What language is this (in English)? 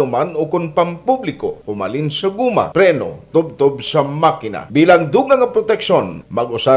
Hiligaynon